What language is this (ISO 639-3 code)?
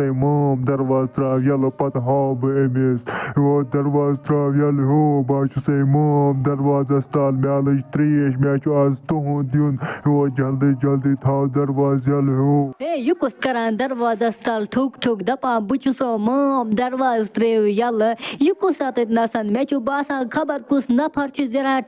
kas